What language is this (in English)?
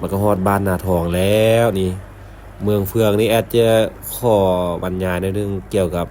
Lao